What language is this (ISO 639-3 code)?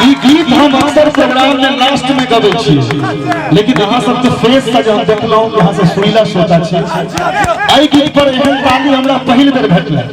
mai